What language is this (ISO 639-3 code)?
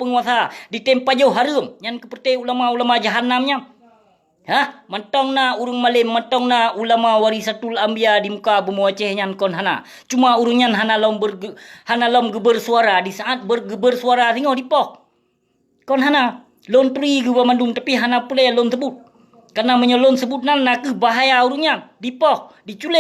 ace